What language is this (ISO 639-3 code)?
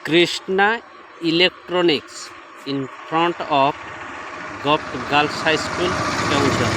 sat